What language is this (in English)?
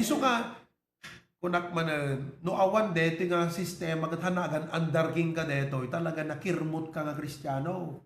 Iloko